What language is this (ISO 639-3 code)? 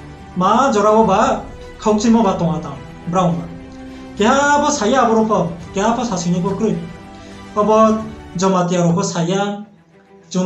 ria